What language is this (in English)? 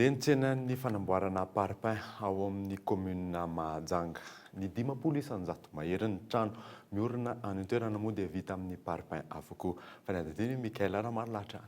Malagasy